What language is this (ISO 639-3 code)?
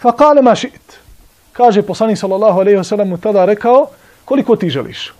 bos